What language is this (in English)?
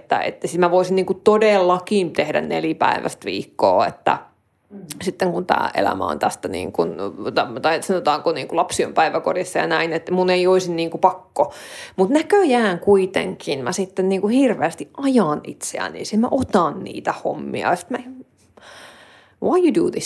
Finnish